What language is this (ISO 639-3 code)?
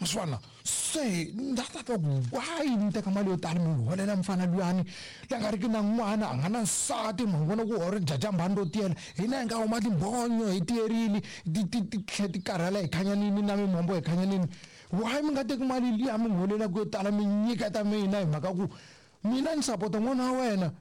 tso